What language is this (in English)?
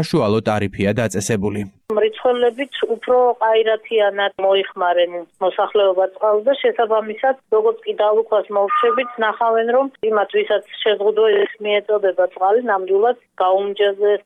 Georgian